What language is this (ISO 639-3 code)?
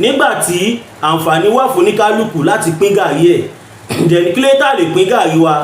yor